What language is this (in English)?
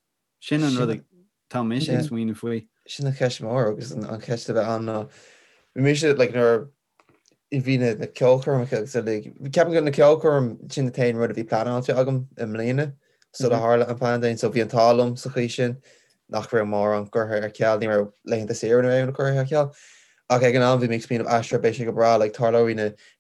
Irish